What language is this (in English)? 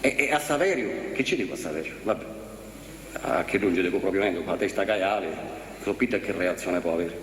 Sicilian